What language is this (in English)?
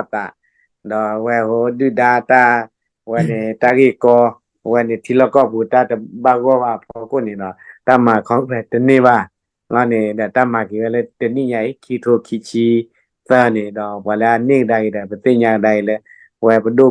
S'gaw Karen